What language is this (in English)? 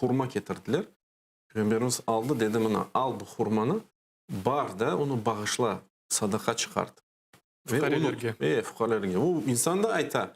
Crimean Tatar